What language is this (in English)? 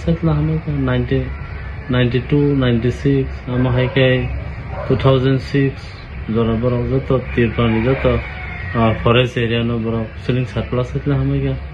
Kok Borok